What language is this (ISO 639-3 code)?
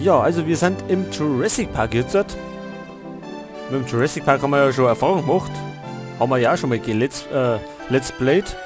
bar